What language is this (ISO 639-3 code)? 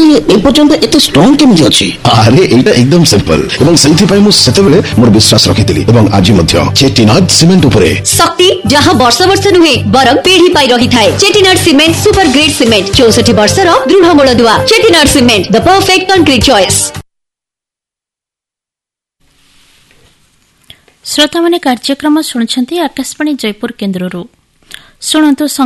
ori